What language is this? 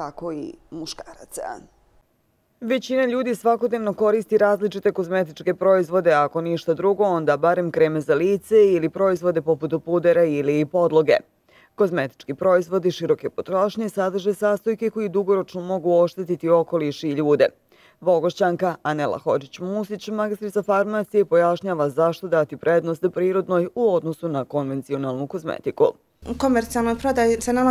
Bosnian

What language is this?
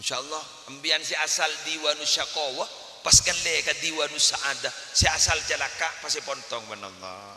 Madurese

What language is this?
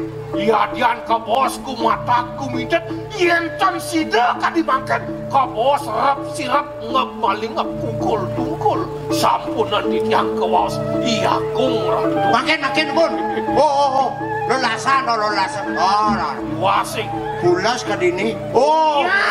Balinese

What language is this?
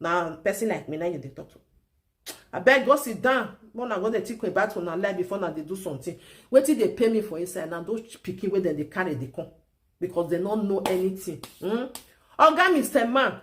Nigerian Pidgin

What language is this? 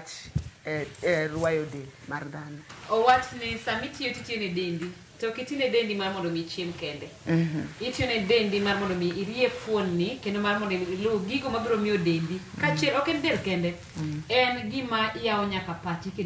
Luo (Kenya and Tanzania)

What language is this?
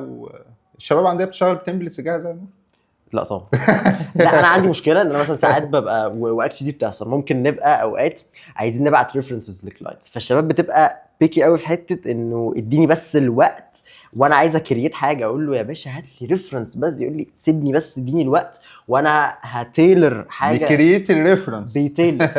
Egyptian Arabic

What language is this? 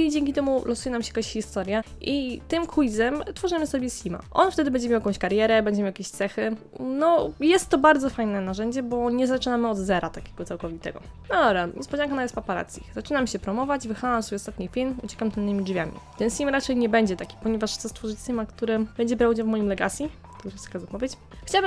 Polish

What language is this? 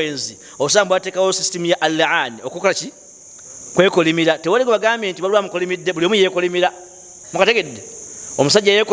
Ganda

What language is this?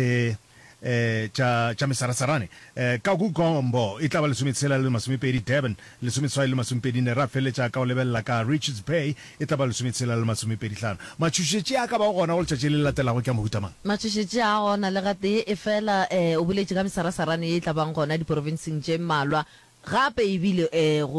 Northern Sotho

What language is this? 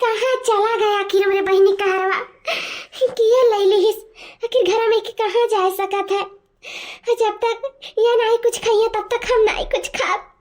Awadhi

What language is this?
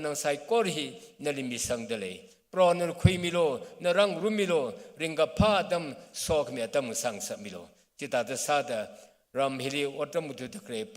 Tangkhul Naga (India)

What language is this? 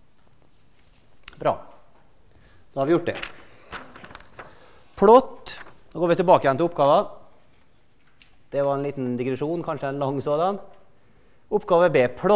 Norwegian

